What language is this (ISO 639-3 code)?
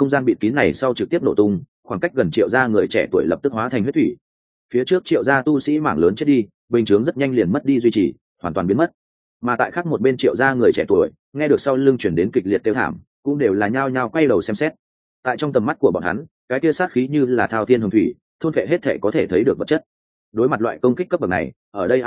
vie